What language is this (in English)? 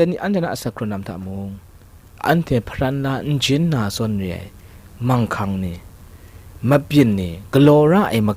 Kachin